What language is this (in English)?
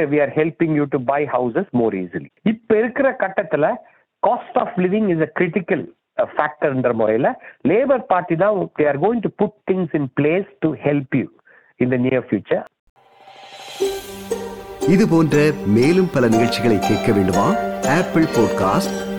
Tamil